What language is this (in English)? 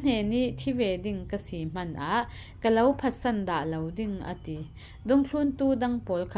Falam Chin